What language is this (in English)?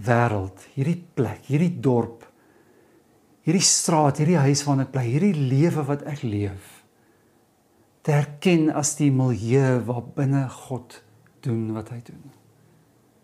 Afrikaans